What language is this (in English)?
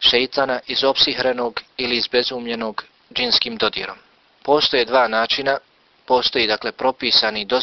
Bosnian